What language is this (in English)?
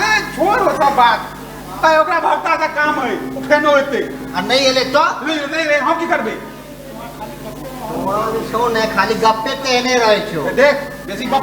Maithili